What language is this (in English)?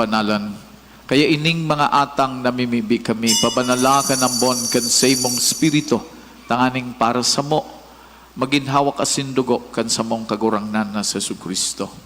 Bikol